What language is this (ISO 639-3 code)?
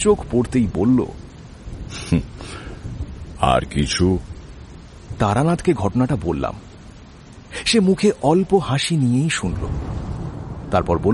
ben